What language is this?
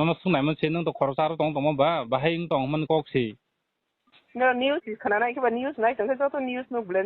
Kok Borok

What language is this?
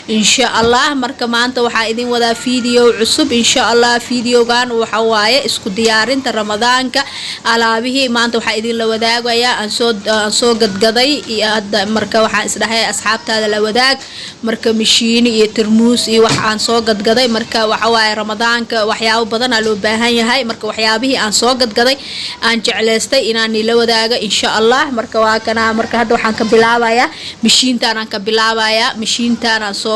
Somali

